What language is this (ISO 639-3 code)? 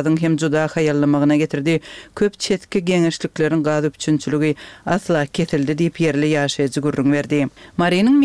tuk